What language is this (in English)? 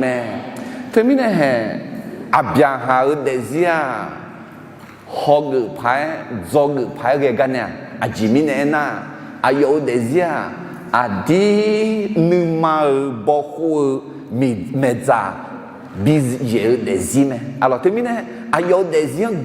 Akha